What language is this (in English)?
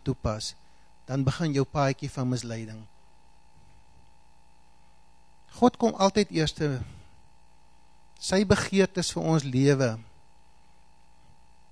Afrikaans